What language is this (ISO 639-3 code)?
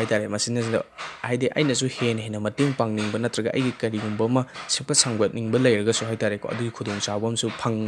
mni